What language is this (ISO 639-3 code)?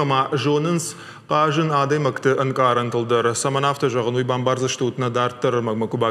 oss